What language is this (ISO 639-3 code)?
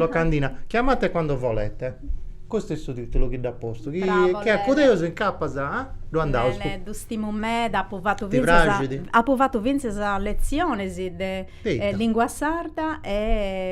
srd